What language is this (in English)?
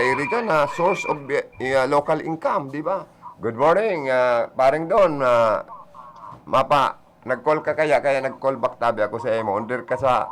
Bikol